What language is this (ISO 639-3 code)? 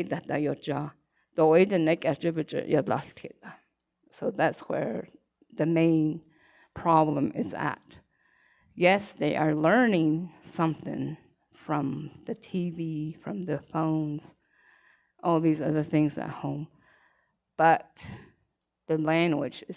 nav